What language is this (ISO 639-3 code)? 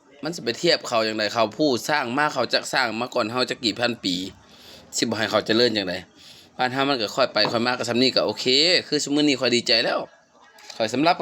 lao